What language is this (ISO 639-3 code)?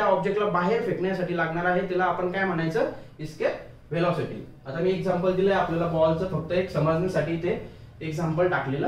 mar